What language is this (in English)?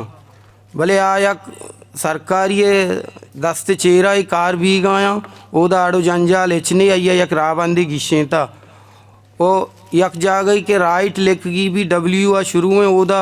Eastern Balochi